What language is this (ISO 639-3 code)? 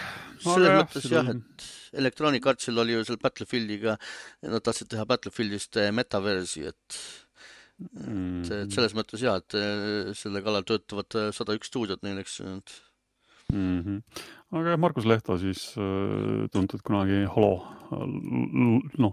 est